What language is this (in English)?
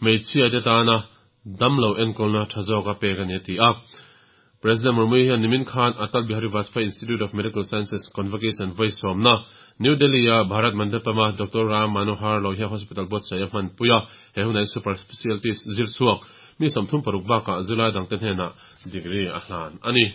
Mizo